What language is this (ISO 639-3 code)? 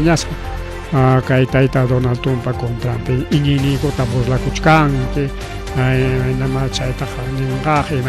quy